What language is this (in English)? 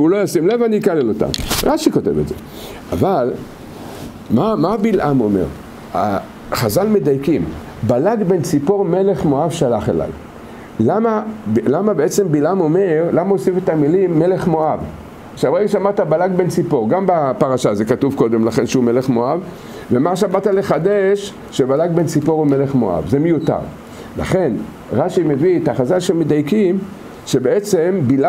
Hebrew